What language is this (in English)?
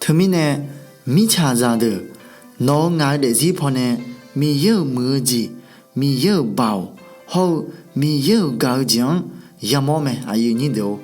Akha